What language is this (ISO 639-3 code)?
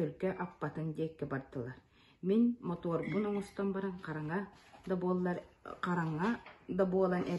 sah